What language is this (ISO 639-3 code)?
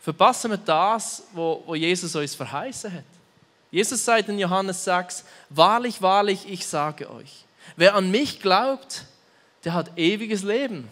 gsw